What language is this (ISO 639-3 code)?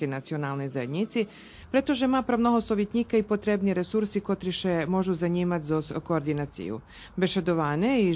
rue